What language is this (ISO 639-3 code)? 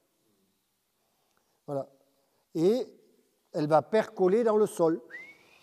fra